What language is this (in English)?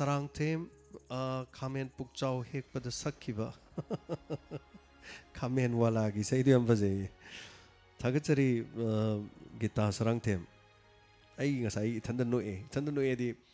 Manipuri